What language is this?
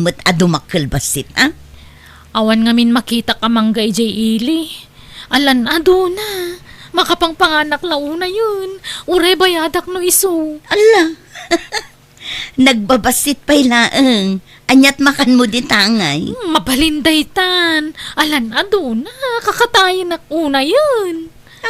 Iloko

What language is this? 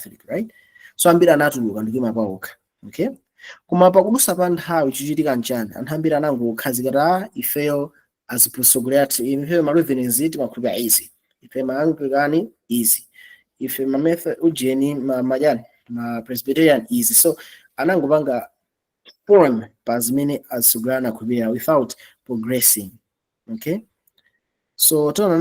Nyanja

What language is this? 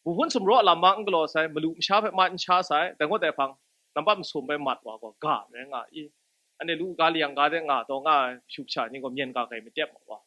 Kachin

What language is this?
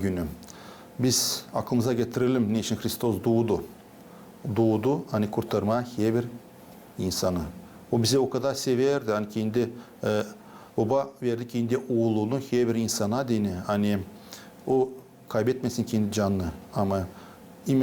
Gagauz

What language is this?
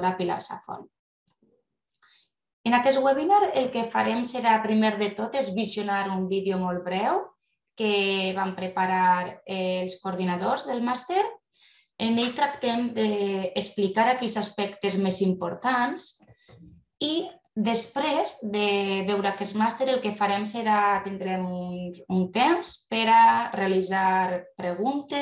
Catalan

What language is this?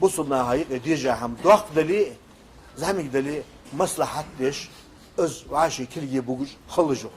Ingush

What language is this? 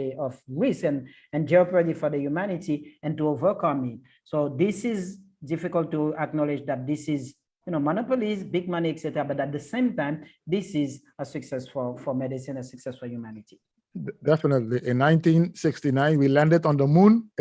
Papiamento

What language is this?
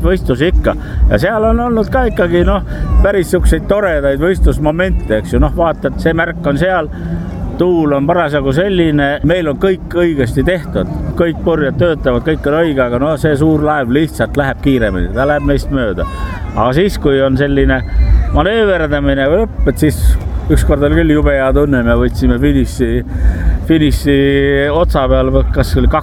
Estonian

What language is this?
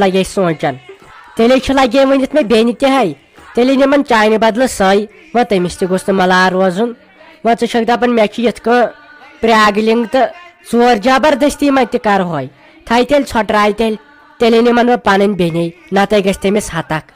Kashmiri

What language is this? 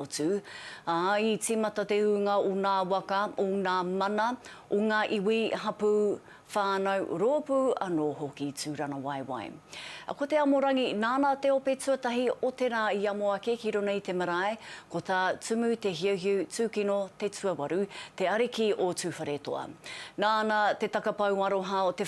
Māori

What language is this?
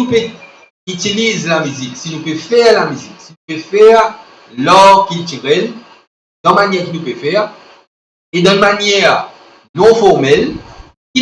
Morisyen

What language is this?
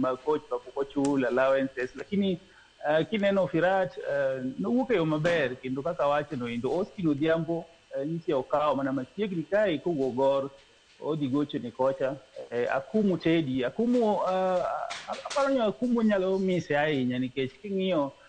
Luo (Kenya and Tanzania)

